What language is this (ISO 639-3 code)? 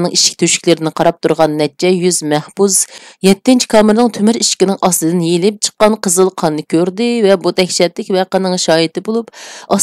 uig